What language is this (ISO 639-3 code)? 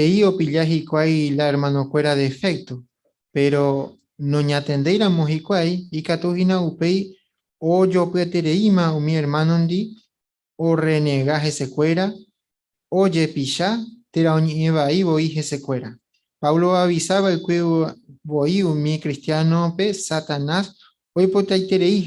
grn